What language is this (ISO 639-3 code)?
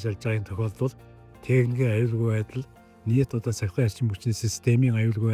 mon